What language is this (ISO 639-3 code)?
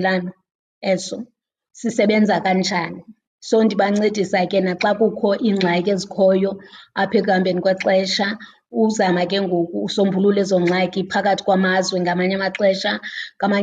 xho